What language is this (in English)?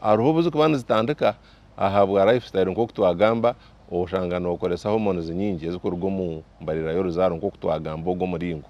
Nyankole